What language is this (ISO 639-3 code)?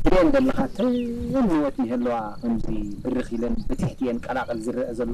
tir